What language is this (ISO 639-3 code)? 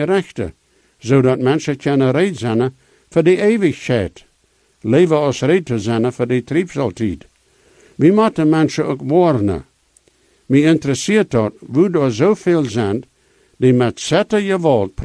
pdt